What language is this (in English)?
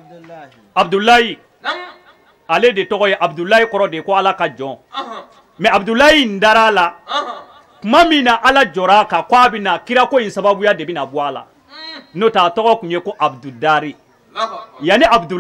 Bambara